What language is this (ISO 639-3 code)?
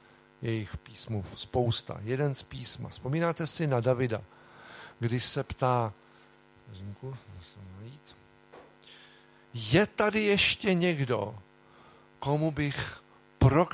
ces